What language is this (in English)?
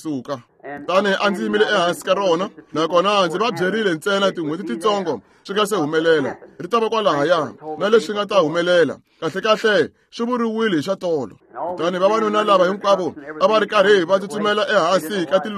Tsonga